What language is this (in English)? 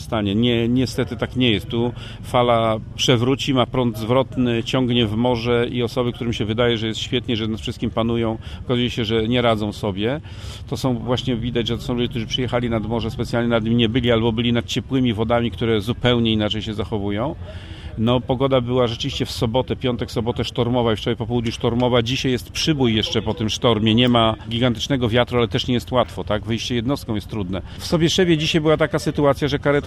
Polish